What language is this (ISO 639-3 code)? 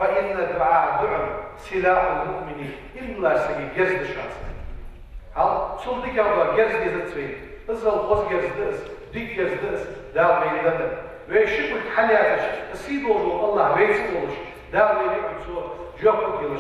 inh